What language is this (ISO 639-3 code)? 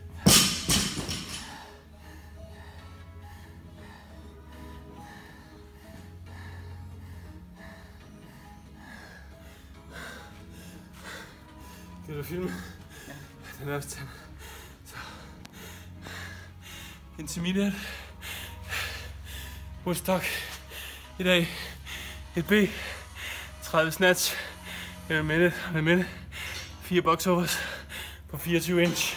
dan